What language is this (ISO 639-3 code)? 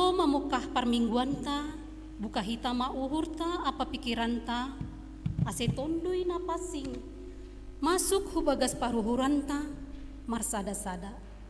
bts